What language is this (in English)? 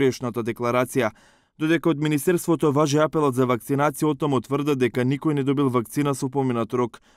Macedonian